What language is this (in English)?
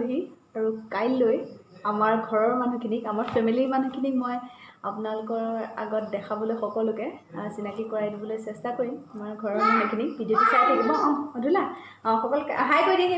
Assamese